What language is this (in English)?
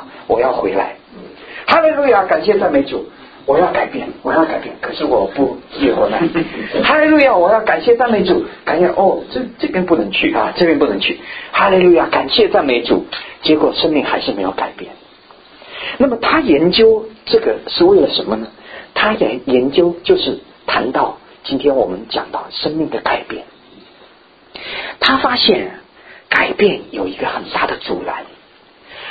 Chinese